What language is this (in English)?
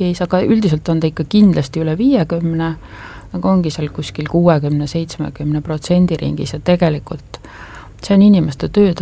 Estonian